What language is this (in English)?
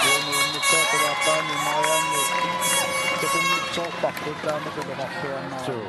Kalaallisut